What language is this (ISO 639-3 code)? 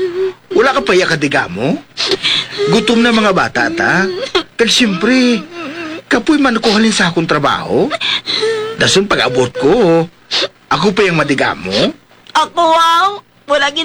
hil